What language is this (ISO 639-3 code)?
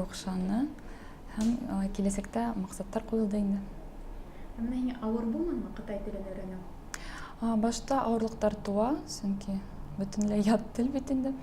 bak